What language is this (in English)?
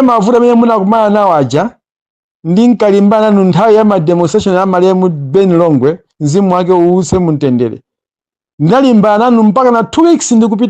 Nyanja